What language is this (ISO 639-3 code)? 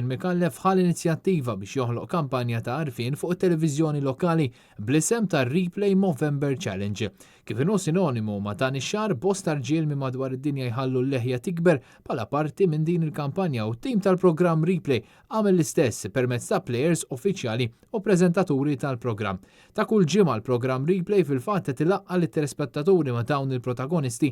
mlt